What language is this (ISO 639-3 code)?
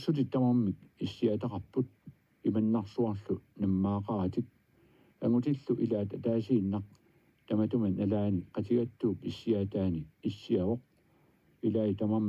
kal